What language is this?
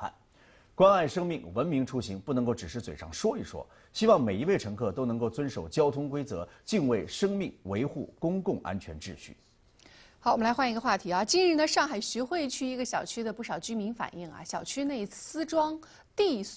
Chinese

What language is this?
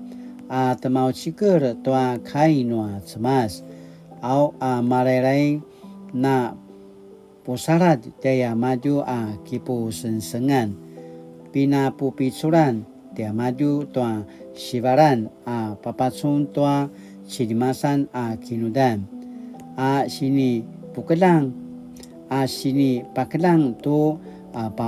Paiwan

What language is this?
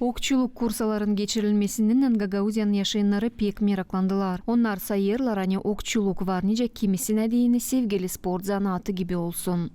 Gagauz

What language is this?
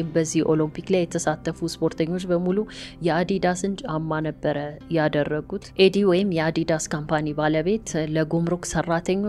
Amharic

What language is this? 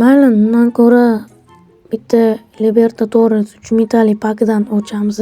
Uzbek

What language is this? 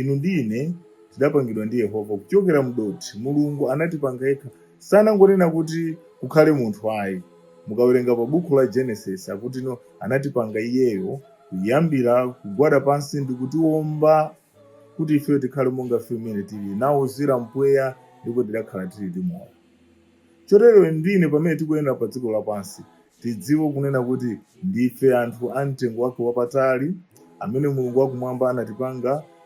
Nyanja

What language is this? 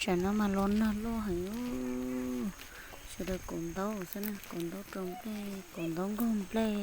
Hmong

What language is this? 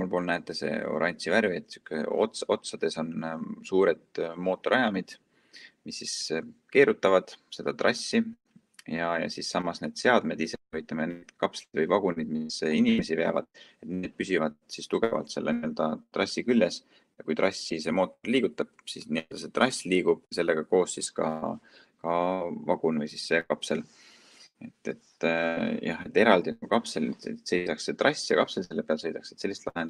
Estonian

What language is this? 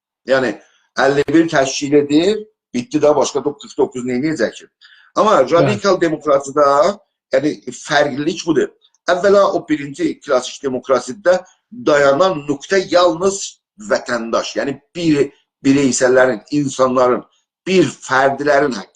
South Azerbaijani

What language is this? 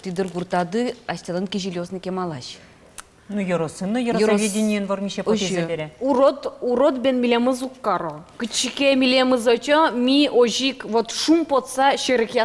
Udmurt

